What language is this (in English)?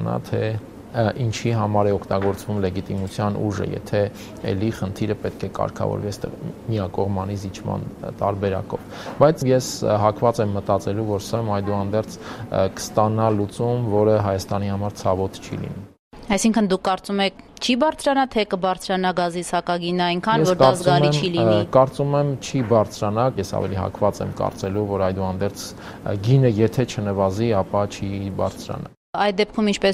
Armenian